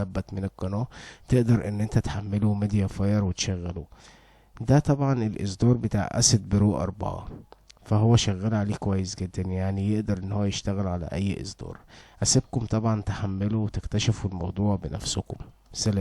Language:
Egyptian Arabic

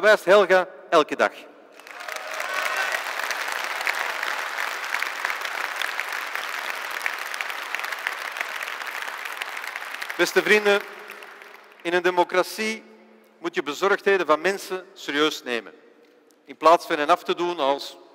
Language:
Dutch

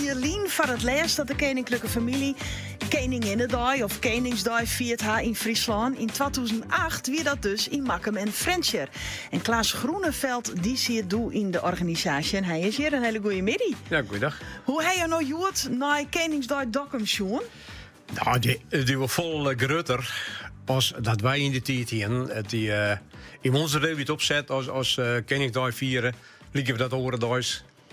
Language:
Western Frisian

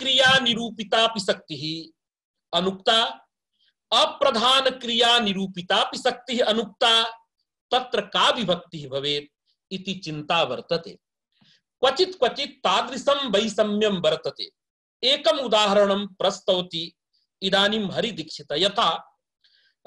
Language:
Sanskrit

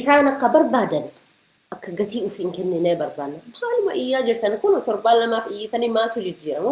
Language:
Oromo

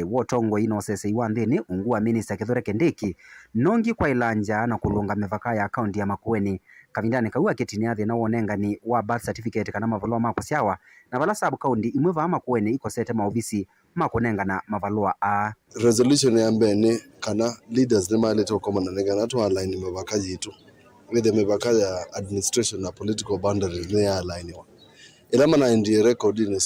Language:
Kamba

